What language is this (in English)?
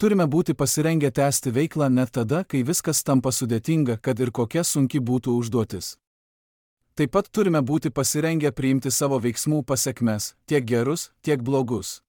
Lithuanian